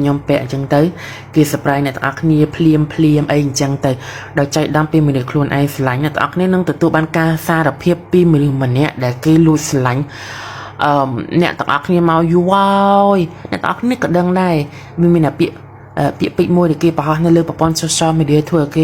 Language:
Khmer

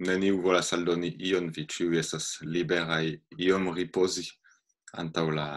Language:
Esperanto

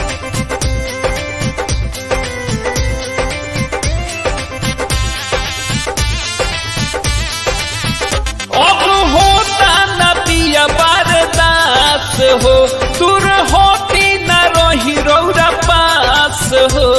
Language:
Bhojpuri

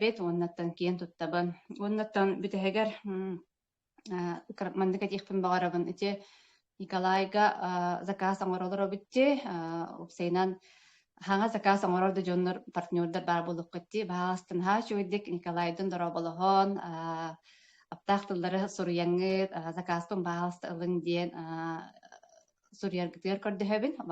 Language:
Yakut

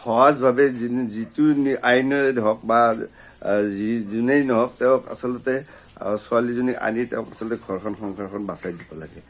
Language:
Assamese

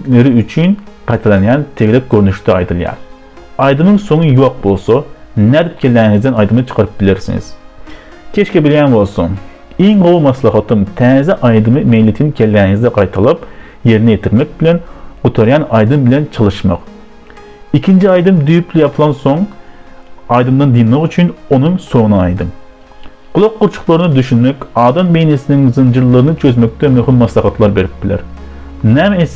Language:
Turkmen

